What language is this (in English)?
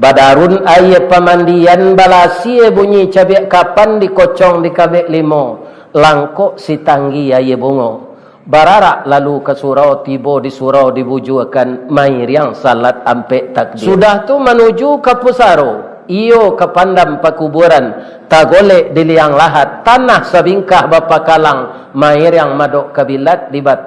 Minangkabau